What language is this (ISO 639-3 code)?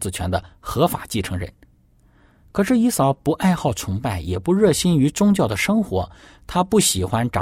zho